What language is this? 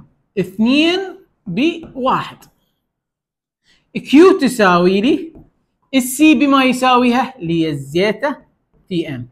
Mesopotamian Arabic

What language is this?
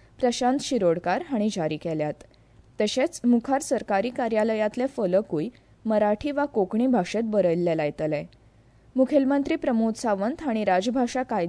Konkani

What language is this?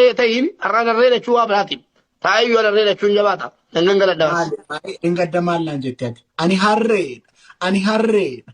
Oromo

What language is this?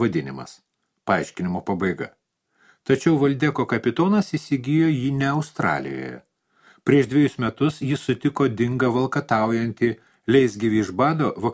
Lithuanian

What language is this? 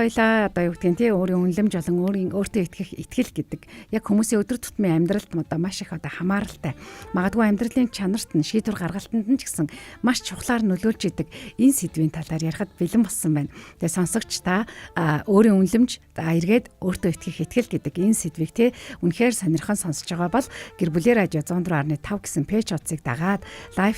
Mongolian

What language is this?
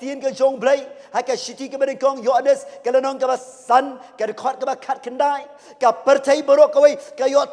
Khasi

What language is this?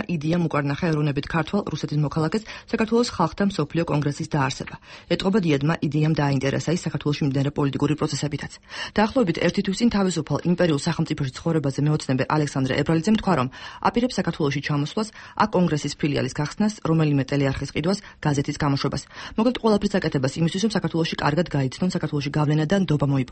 Georgian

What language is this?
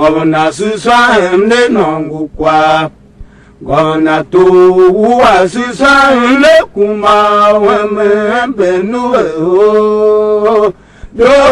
Tiv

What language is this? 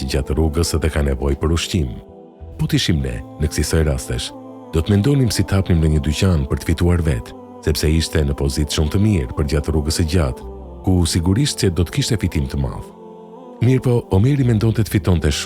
Albanian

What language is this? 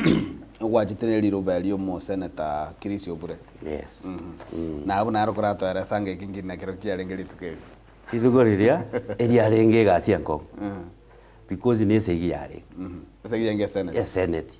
Gusii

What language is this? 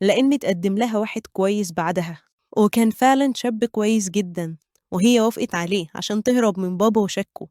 Egyptian Arabic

